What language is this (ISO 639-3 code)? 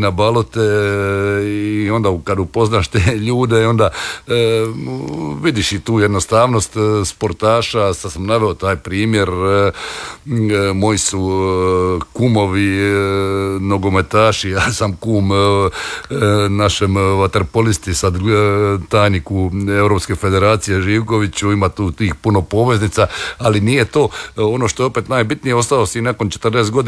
hrv